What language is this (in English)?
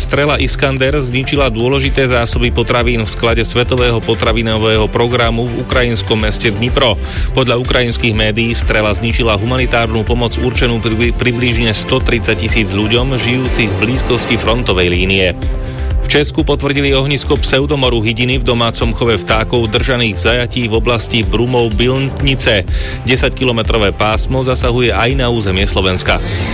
Slovak